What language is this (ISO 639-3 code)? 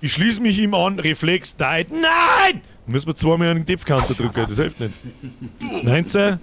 bar